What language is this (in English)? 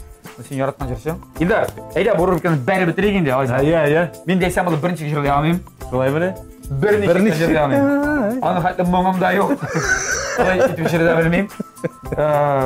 Tatar